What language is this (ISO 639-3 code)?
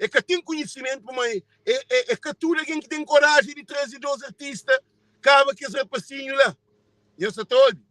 kea